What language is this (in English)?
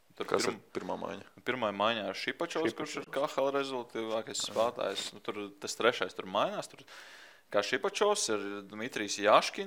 Latvian